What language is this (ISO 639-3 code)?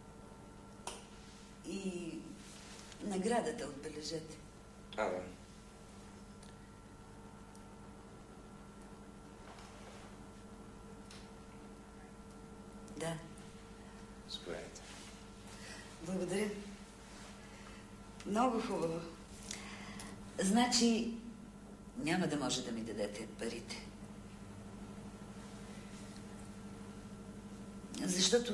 bul